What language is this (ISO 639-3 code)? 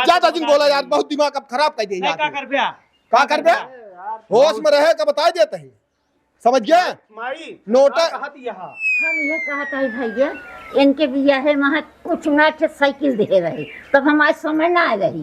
awa